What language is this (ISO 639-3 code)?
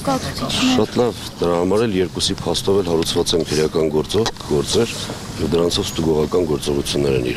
hye